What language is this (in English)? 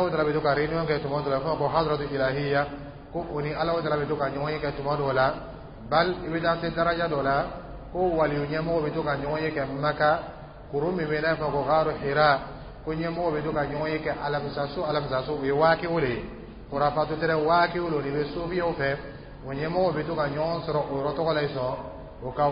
Dyula